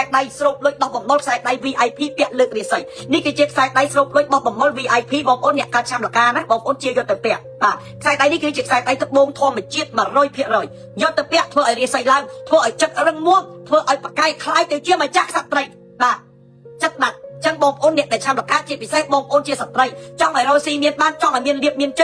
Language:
Khmer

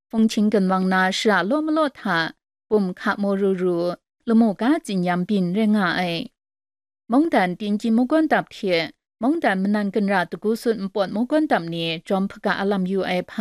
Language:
Kachin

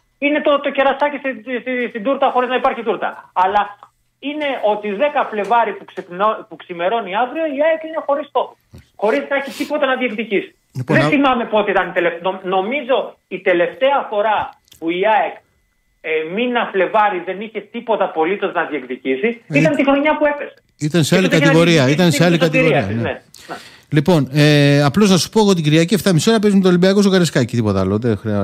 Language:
Greek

